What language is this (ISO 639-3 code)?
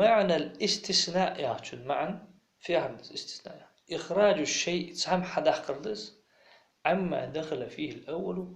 inh